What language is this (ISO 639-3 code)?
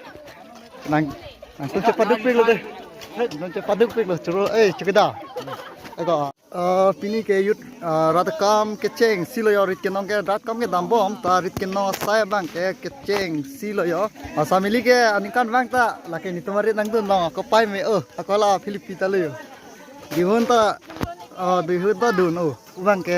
mjw